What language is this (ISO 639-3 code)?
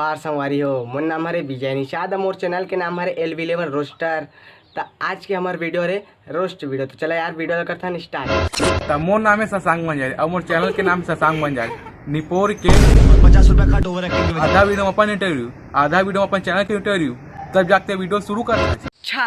hne